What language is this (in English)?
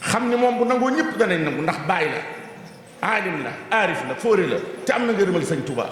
Wolof